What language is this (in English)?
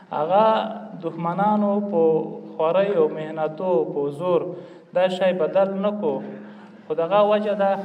Pashto